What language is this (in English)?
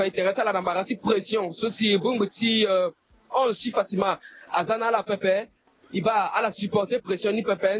Sango